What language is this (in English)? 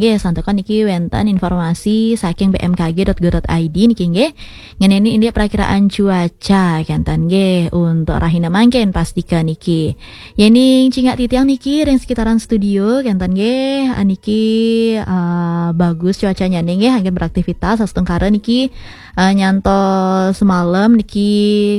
Balinese